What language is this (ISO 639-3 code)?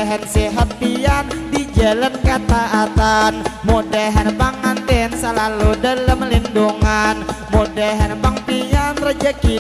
bjn